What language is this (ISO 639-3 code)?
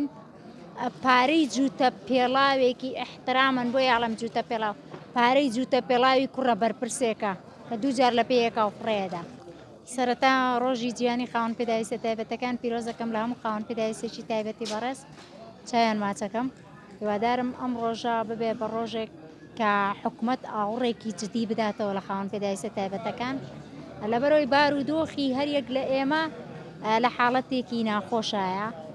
ckb